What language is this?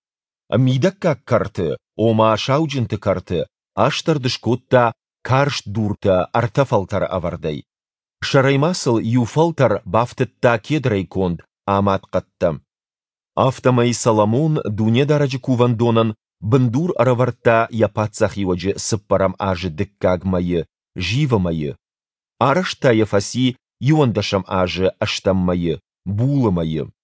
Ossetic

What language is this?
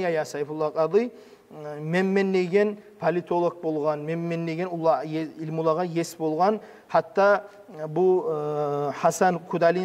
Kumyk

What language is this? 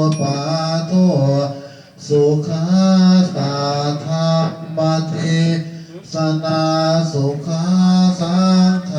Pali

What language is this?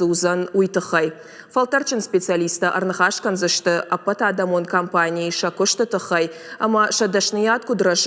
Ossetic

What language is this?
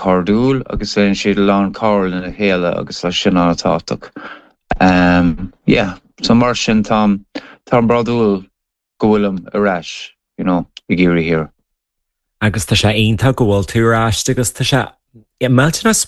Irish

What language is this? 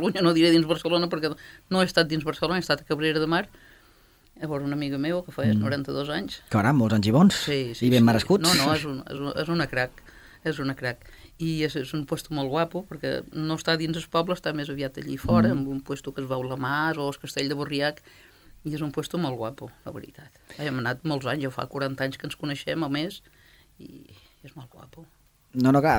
Catalan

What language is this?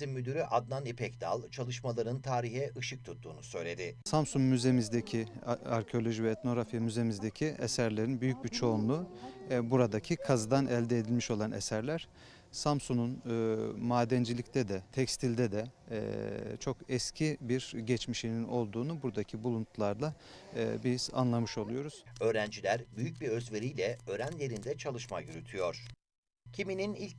Turkish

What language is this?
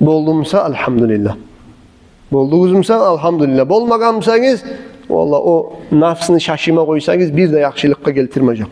Kumyk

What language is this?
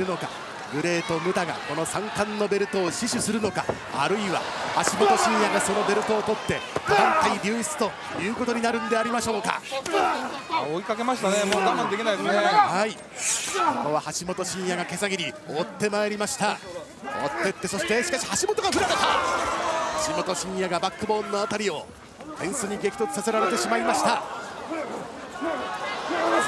Japanese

